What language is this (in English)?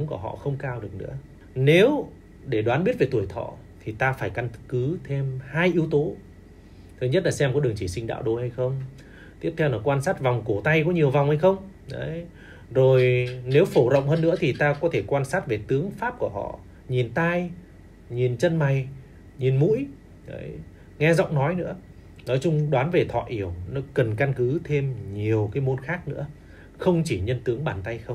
Vietnamese